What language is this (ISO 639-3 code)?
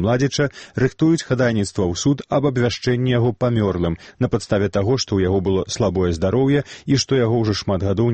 bel